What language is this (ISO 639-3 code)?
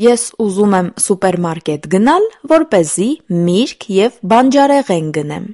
hye